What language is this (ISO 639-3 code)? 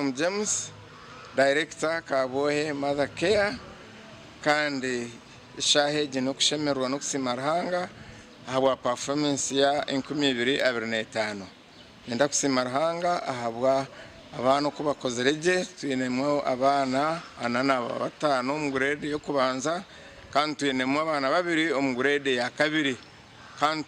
nyn